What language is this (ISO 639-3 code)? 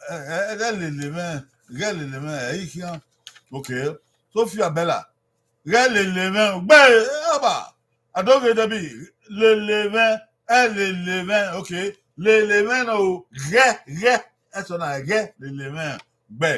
bin